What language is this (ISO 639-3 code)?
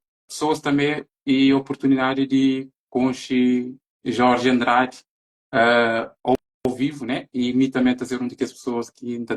kea